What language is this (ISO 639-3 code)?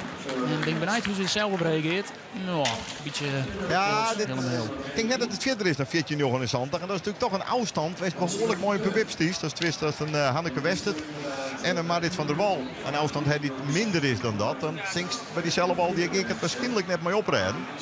fry